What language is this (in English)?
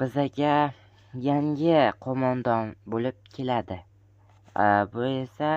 Uzbek